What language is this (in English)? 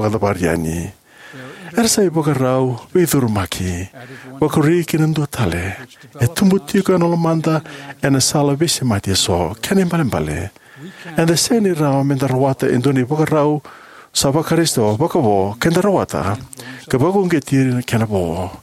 Fijian